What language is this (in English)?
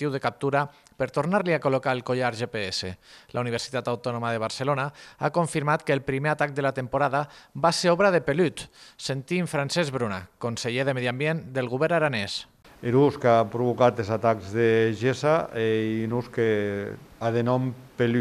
Catalan